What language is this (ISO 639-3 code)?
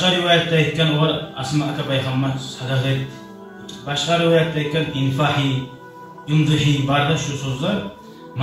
kum